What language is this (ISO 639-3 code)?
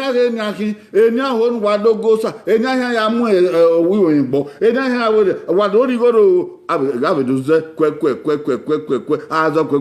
bin